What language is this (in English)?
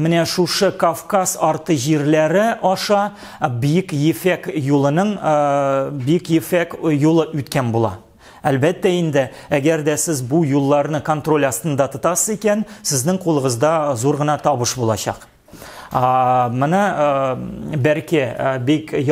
Tatar